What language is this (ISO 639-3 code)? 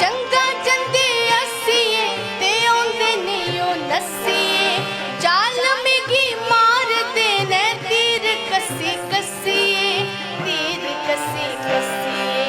doi